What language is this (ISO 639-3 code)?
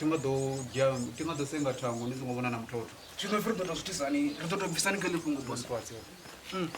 ven